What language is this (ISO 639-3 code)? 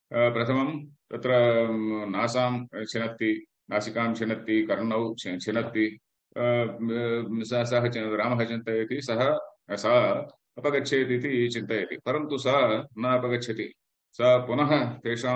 san